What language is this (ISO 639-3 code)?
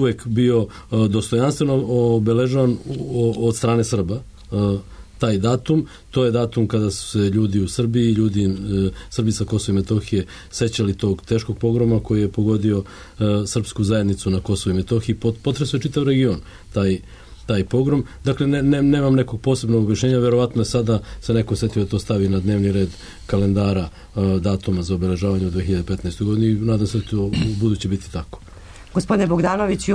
srp